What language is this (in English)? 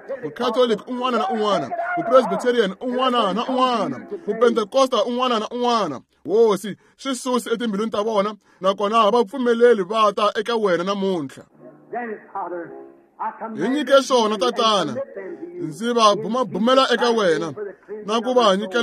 Tsonga